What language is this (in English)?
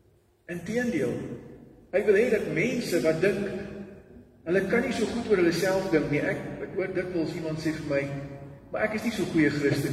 Afrikaans